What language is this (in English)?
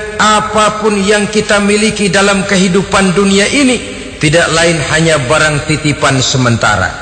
Indonesian